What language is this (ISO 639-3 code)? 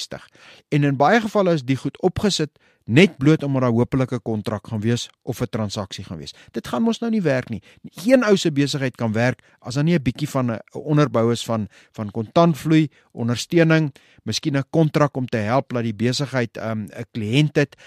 afr